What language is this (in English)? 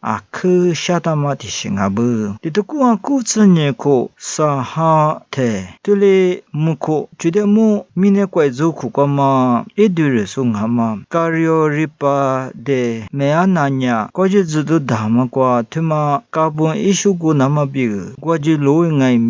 Lisu